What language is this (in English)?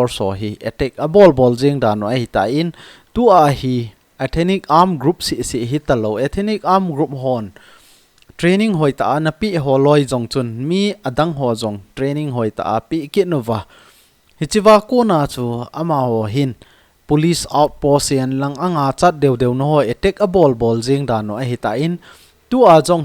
Thado Chin